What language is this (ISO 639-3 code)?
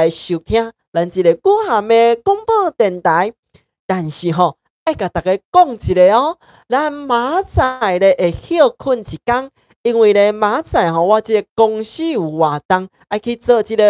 nan